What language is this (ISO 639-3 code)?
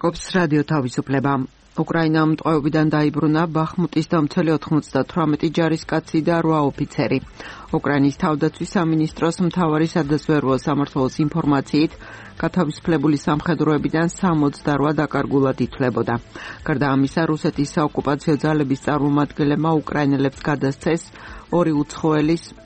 kat